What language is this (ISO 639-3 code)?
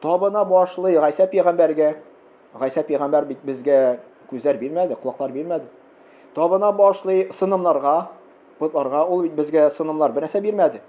tat